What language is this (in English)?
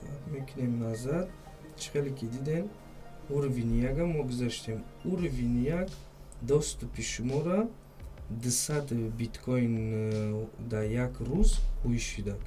Tajik